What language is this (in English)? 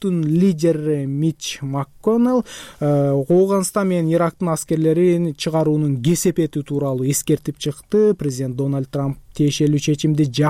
Kyrgyz